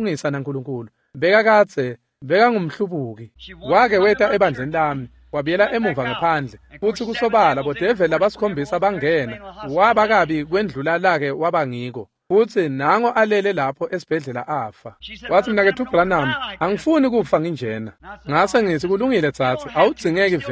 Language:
Swati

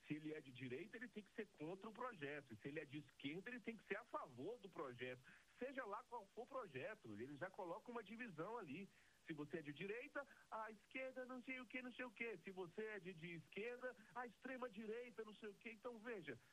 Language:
Portuguese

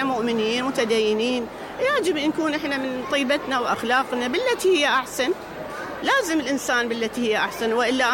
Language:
Mesopotamian Arabic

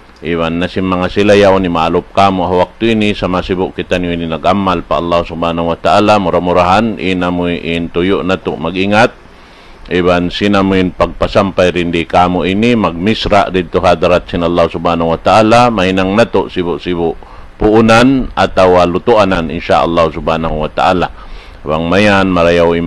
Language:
Tausug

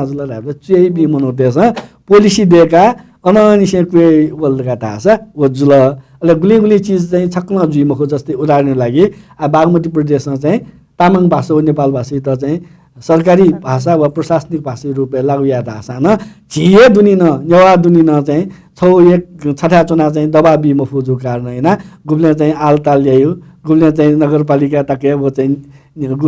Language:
Newari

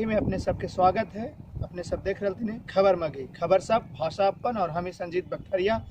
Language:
Magahi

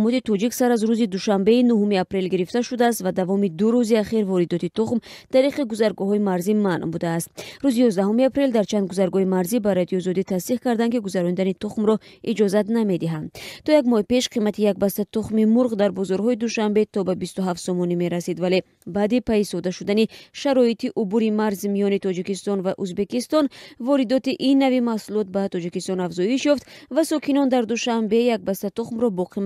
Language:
Tajik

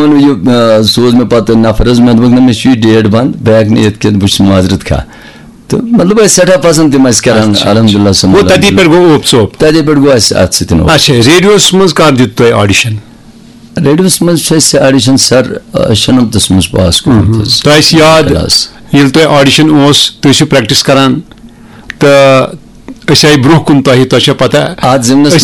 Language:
Kashmiri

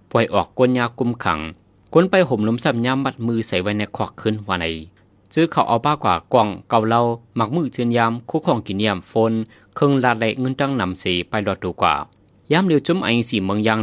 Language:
Shan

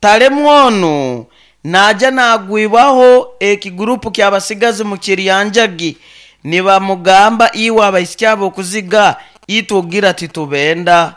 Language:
Nyankole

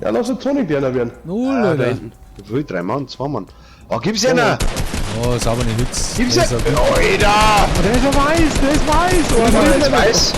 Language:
Bavarian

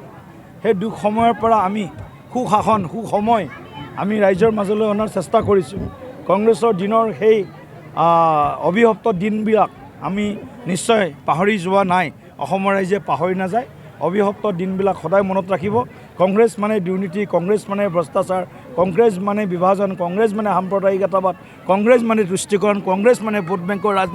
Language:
Assamese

